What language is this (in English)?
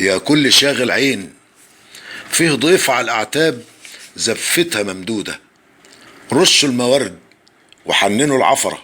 Egyptian Arabic